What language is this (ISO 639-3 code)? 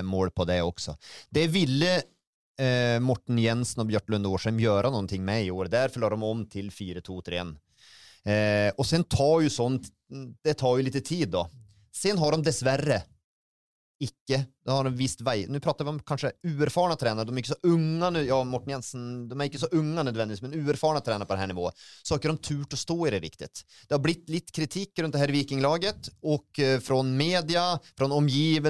nor